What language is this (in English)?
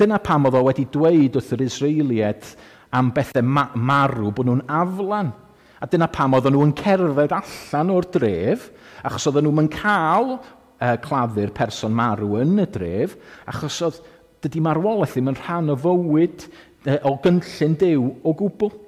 Welsh